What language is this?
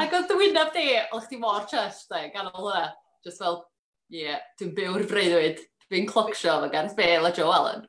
Welsh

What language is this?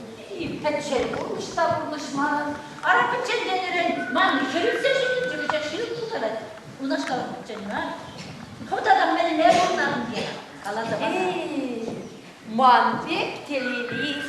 Chuvash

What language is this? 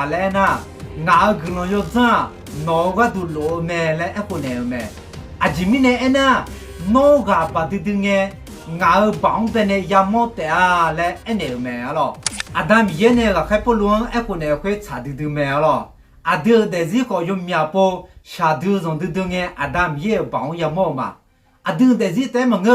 Akha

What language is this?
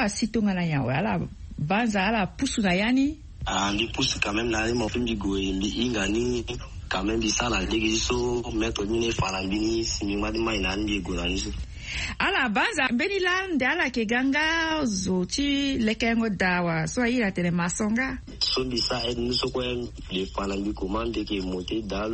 Sango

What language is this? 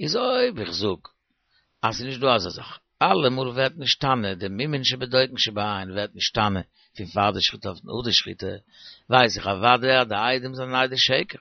Yiddish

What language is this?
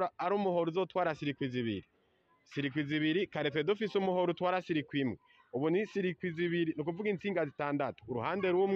Rundi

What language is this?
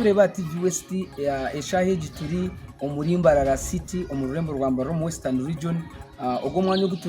Nyankole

